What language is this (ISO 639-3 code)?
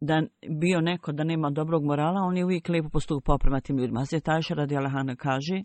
bos